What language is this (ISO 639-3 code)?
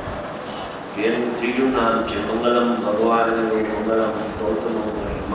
guj